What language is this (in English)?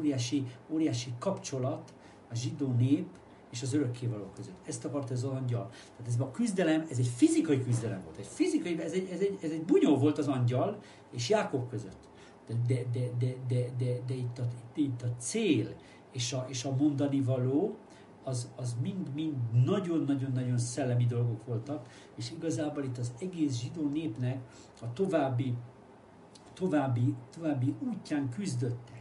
Hungarian